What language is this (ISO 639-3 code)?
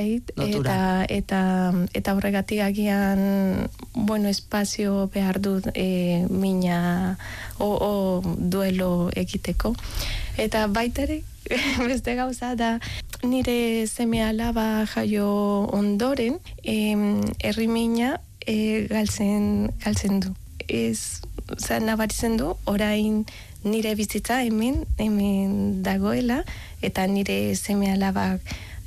eus